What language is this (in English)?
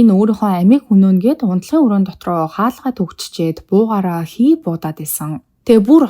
Mongolian